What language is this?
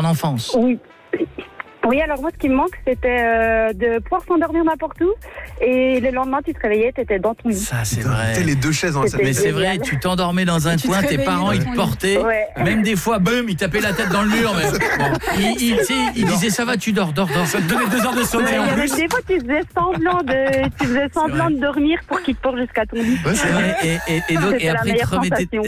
French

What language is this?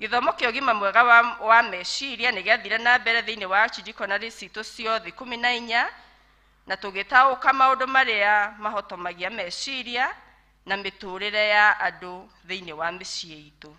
Kikuyu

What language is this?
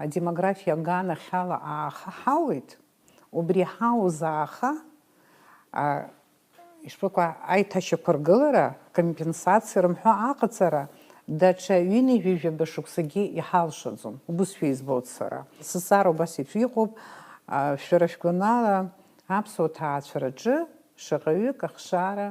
Abkhazian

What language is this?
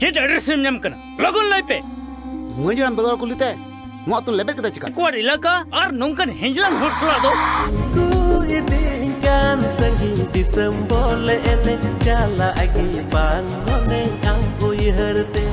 Santali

